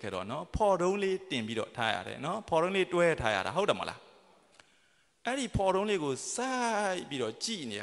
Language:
Burmese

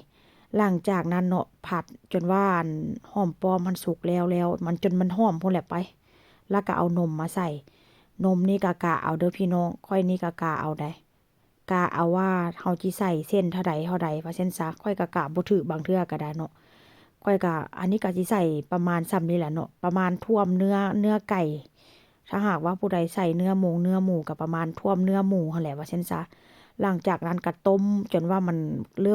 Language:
Northeastern Thai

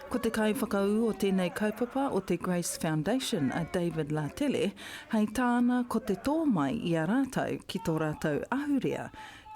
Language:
Māori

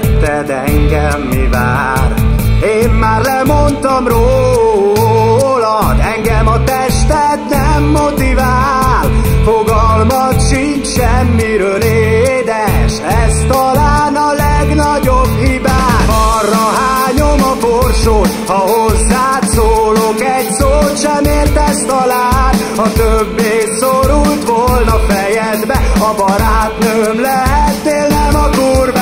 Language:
Hungarian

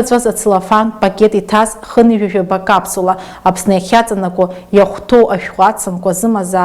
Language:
Abkhazian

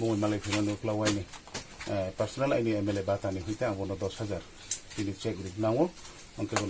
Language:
Riang (India)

